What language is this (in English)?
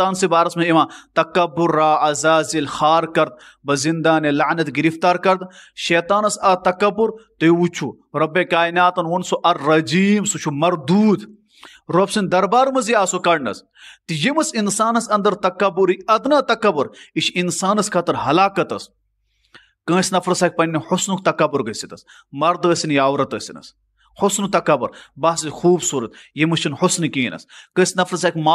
Kashmiri